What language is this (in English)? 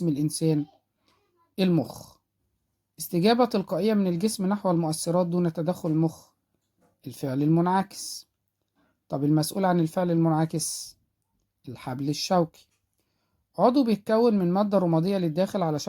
Egyptian Arabic